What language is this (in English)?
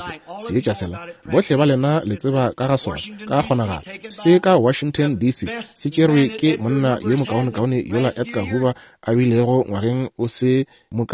Northern Sotho